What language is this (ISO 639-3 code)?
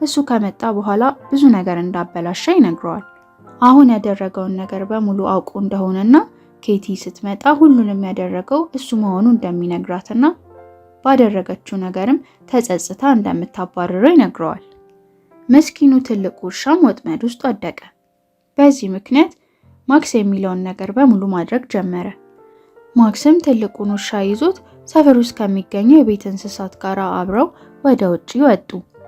amh